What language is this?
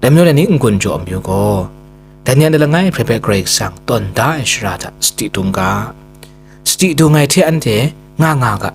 Kachin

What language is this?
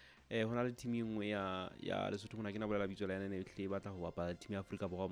Southern Sotho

